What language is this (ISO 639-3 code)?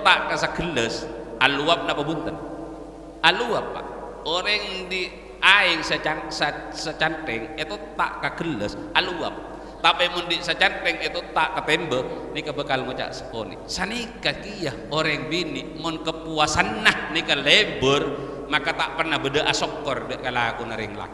mad